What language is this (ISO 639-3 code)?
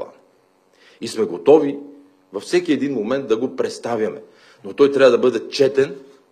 bul